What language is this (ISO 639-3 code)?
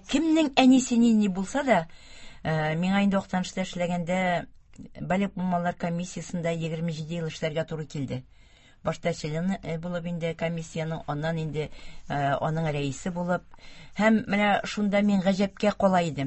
tat